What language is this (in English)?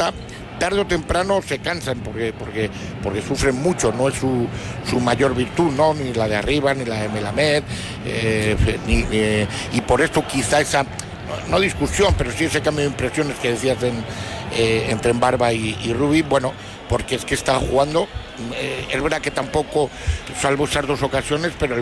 Spanish